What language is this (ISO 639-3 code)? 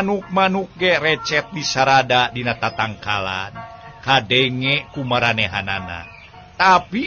sun